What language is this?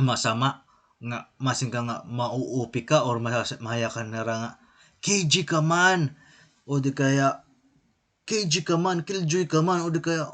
Waray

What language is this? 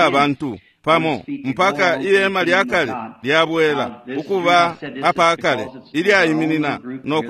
Bemba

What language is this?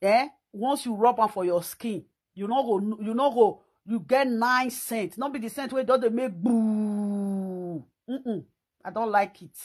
Nigerian Pidgin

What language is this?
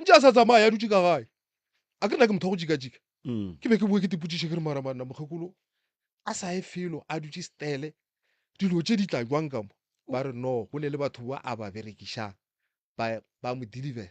Northern Sotho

